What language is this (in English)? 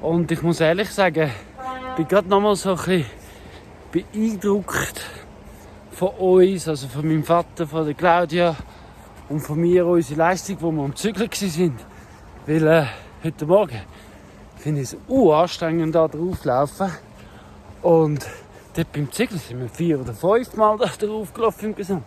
Swiss German